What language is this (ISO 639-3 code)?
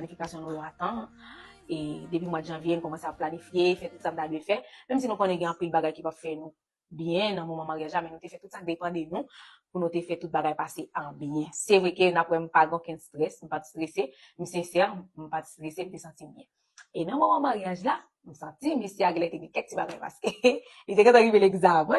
hat